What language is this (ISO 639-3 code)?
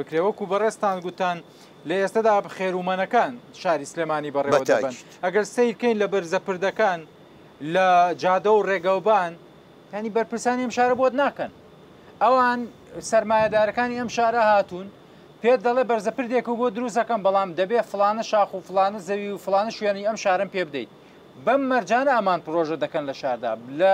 ckb